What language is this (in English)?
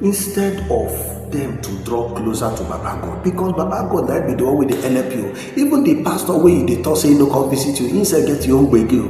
Nigerian Pidgin